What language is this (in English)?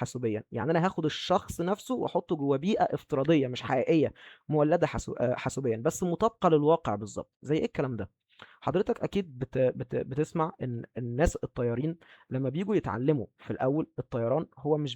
Egyptian Arabic